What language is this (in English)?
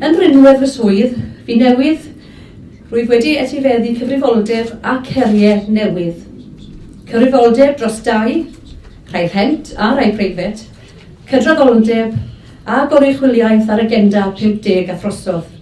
Welsh